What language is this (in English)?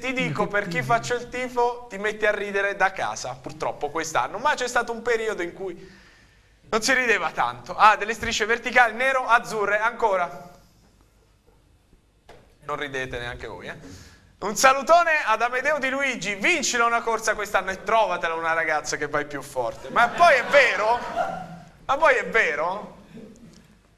Italian